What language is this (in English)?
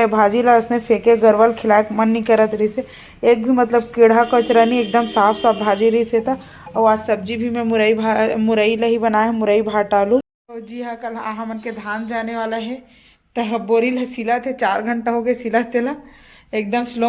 Chhattisgarhi